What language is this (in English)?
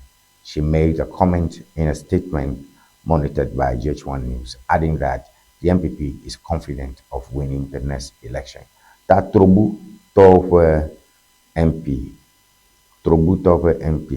Ewe